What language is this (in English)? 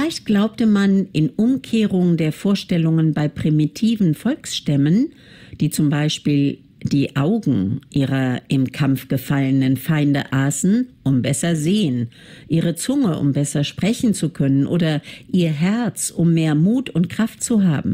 German